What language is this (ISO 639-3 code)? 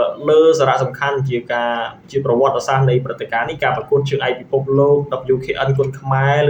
khm